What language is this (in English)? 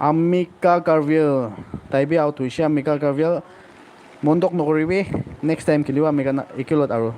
Naga Pidgin